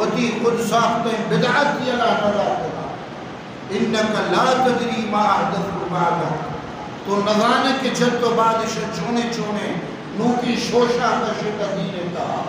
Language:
Eastern Balochi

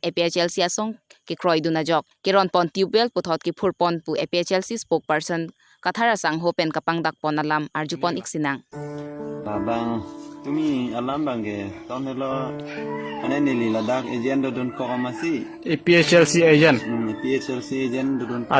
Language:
Karbi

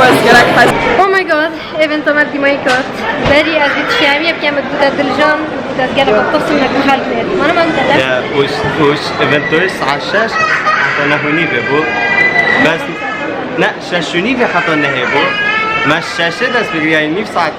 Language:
Kurdish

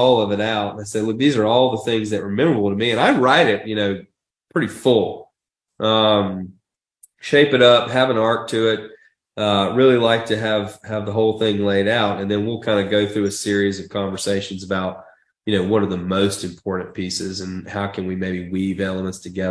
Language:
English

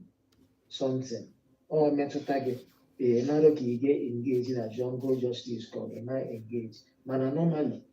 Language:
Igbo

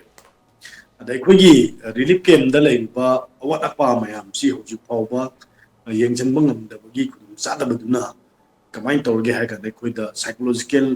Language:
Manipuri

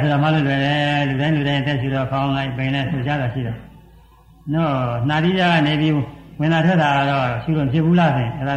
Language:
Burmese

